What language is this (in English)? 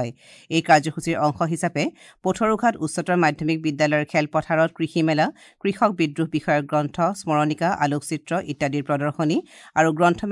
Assamese